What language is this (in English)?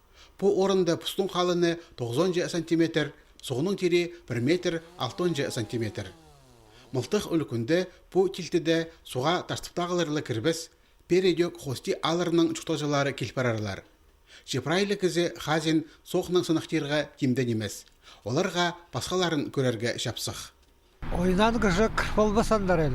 Khakas